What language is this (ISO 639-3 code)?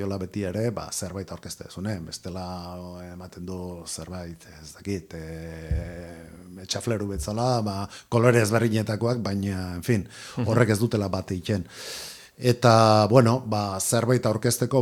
eus